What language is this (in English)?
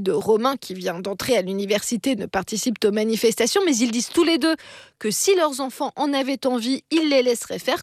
French